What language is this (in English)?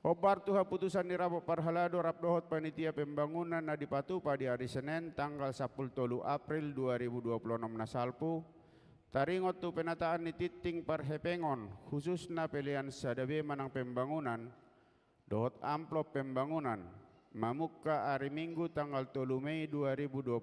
Batak Toba